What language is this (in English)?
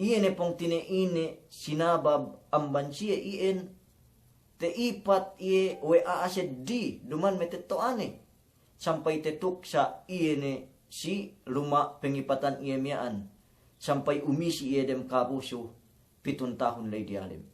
Yakan